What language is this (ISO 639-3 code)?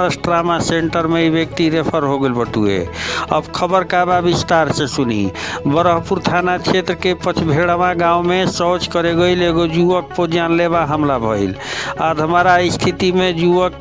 bho